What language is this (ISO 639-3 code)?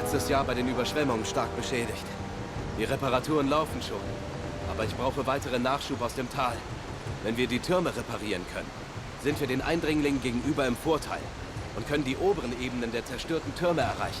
gsw